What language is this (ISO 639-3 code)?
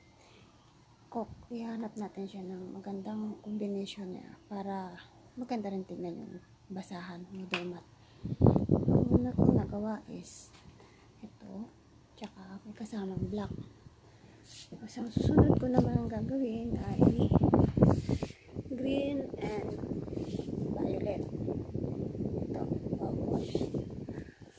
fil